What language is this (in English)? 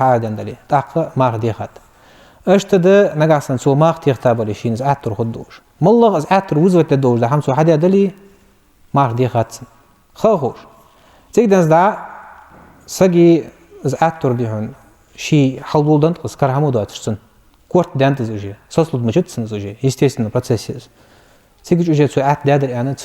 Ingush